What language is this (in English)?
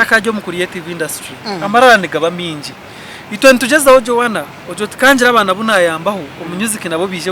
Nyankole